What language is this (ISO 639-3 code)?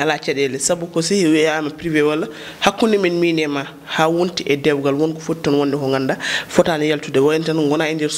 ful